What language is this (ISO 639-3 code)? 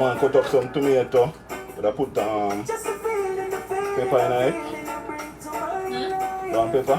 jam